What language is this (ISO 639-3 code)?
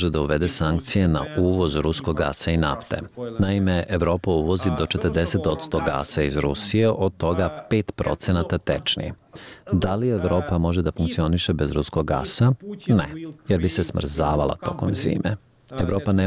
srp